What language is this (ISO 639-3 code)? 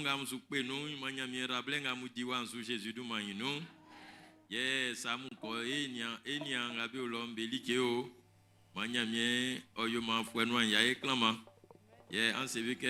bci